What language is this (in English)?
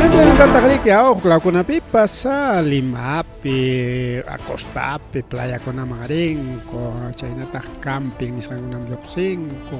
Ayacucho Quechua